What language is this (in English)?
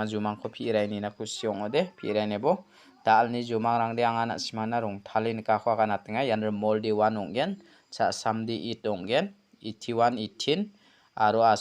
Garo